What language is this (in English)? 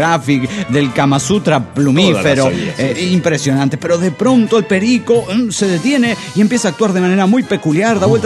Spanish